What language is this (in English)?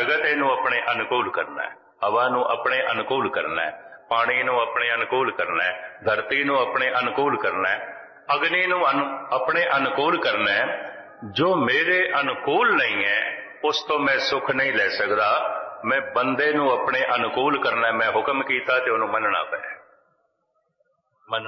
Punjabi